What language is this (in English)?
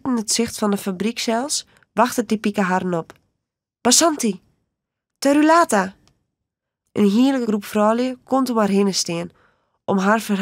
Western Frisian